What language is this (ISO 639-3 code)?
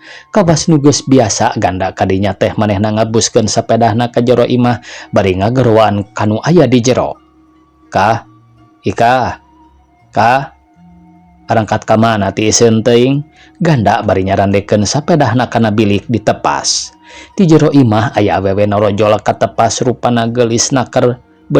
sun